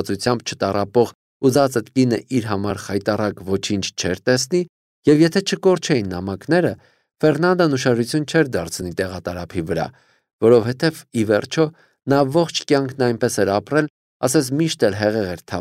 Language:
Armenian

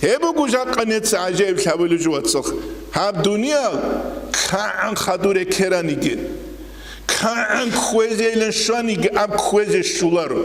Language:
Avaric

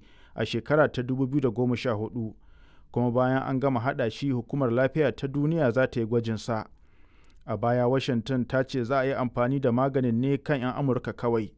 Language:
Hausa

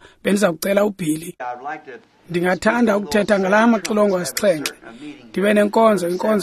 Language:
Xhosa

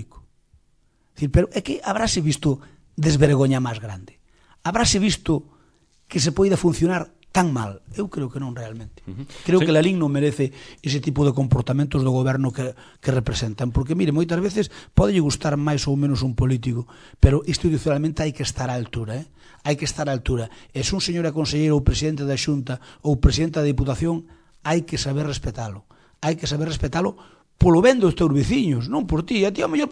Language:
Galician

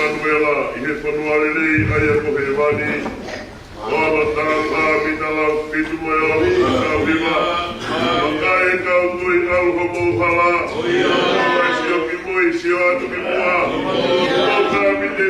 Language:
Tongan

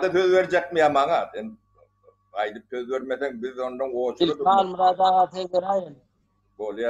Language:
Turkmen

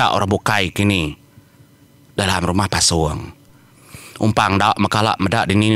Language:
Iban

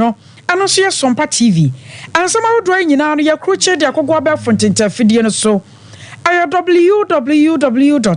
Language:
Akan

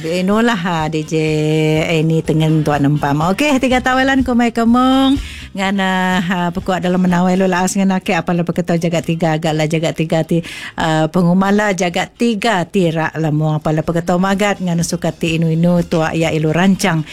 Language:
Iban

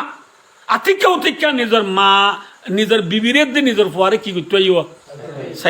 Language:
Rohingya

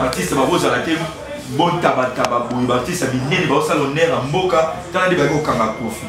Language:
Lingala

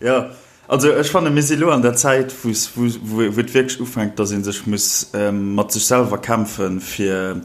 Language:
Luxembourgish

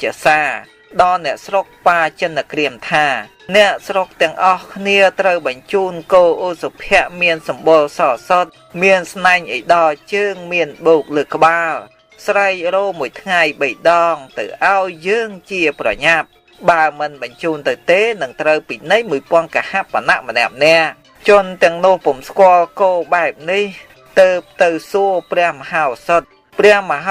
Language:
Khmer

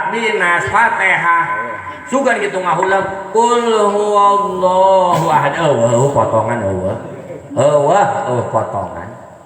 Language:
Sundanese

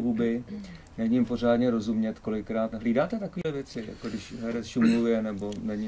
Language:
Czech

